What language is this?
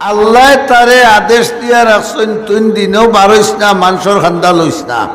Sylheti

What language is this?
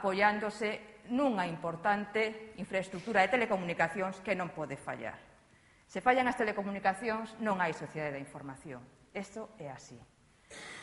Galician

